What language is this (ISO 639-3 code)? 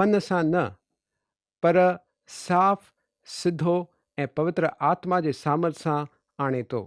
snd